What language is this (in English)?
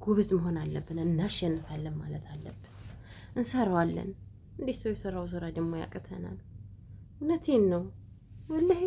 Amharic